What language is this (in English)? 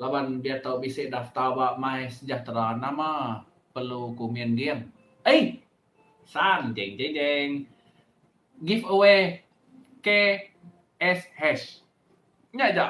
Iban